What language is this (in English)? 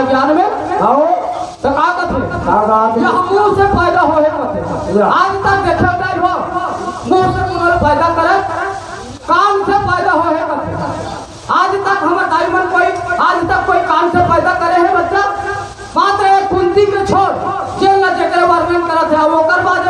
Chhattisgarhi